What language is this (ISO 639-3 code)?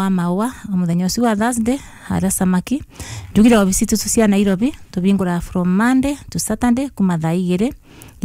kik